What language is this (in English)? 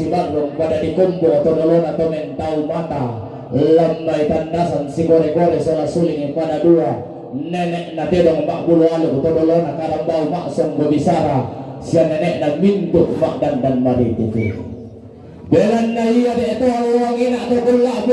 Toraja-Sa'dan